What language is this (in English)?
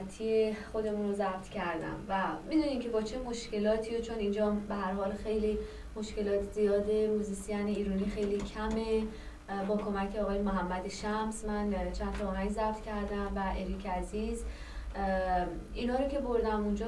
Persian